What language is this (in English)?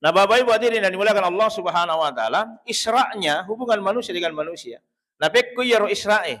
Buginese